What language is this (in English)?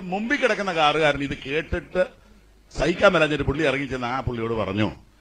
Malayalam